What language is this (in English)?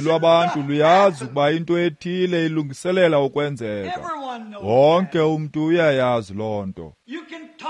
Xhosa